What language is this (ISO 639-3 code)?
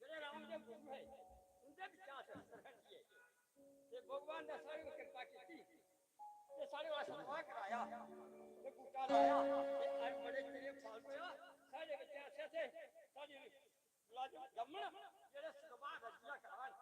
doi